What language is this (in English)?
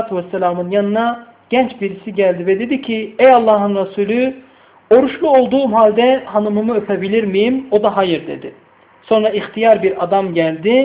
Turkish